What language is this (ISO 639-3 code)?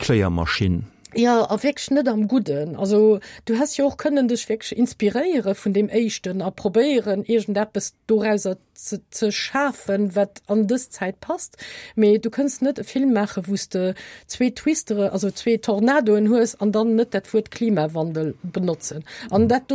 ltz